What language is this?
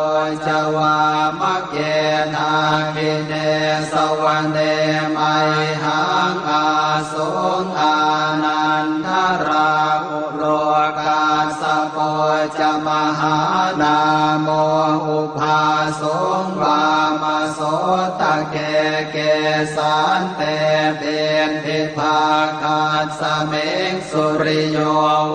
Pali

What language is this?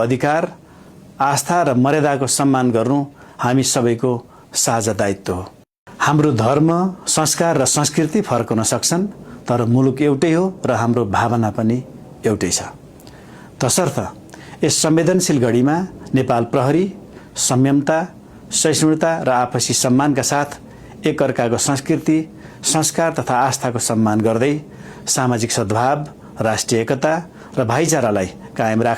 Nepali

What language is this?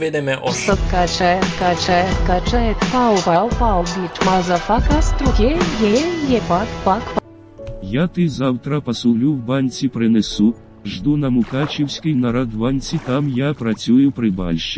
Rusyn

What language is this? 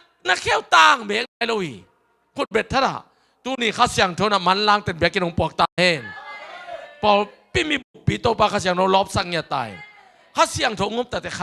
Tedim Chin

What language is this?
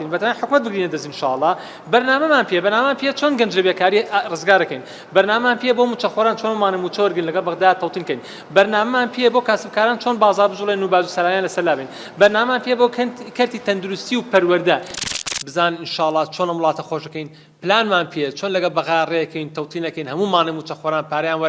Central Kurdish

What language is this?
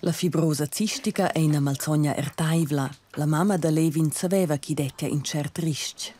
Romansh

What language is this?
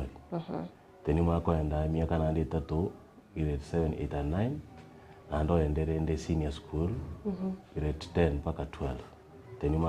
Gusii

